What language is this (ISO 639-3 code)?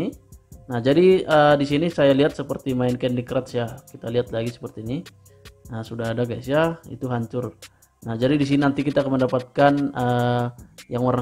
ind